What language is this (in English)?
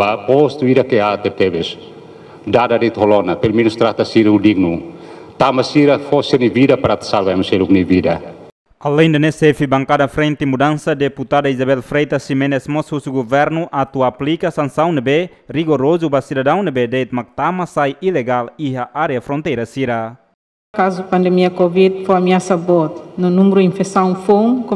Tetum